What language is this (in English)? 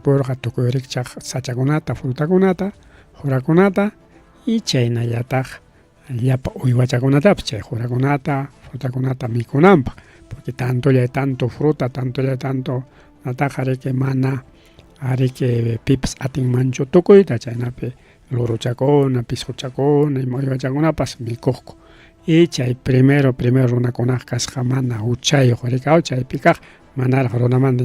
Ayacucho Quechua